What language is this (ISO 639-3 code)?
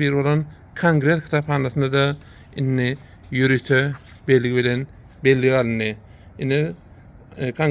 tuk